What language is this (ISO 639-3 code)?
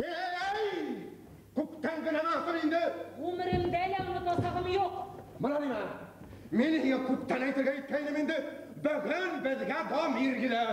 bak